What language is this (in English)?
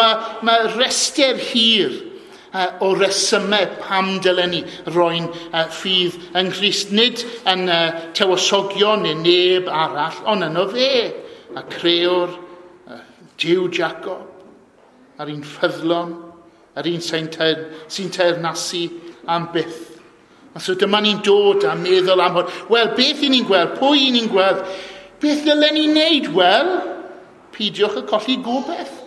Welsh